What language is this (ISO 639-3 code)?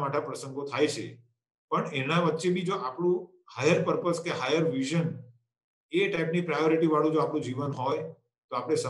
guj